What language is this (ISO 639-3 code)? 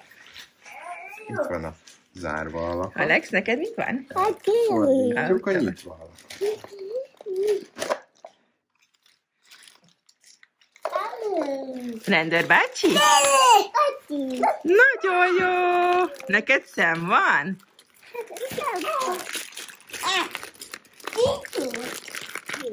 hun